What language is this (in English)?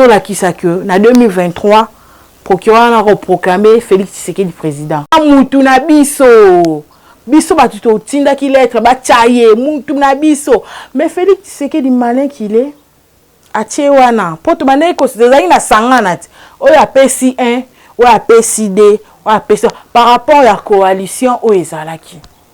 Lingala